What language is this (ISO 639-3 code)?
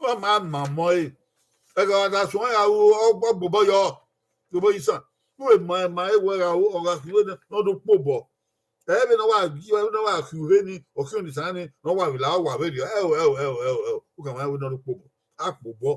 bin